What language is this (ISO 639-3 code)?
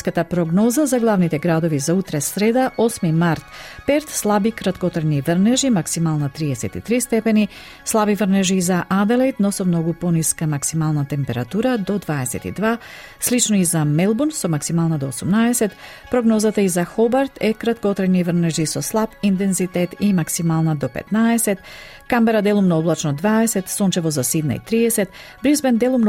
mkd